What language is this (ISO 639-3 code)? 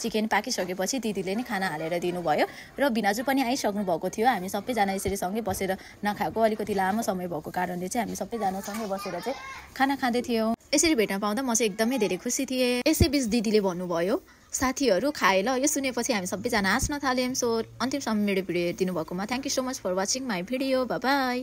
nep